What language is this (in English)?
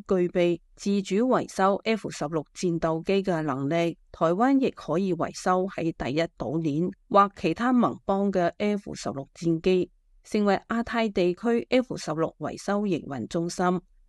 Cantonese